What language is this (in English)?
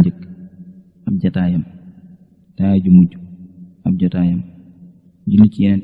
Wolof